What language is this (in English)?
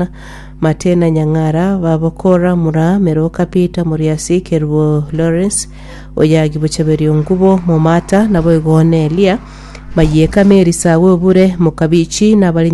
Gusii